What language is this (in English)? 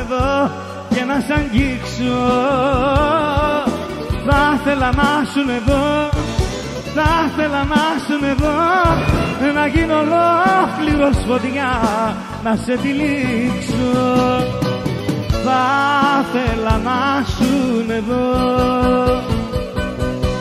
Greek